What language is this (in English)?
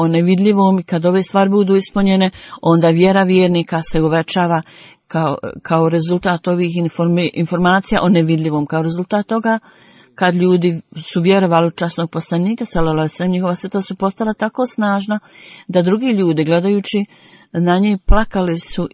Bosnian